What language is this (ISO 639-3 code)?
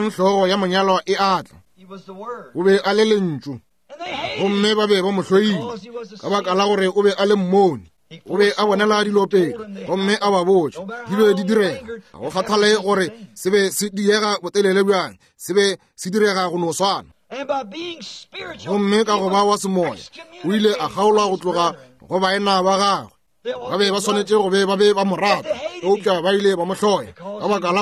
nso